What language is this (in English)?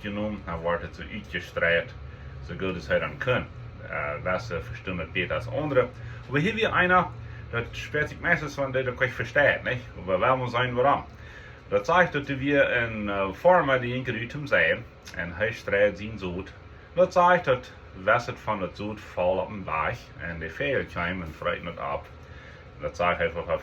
Plautdietsch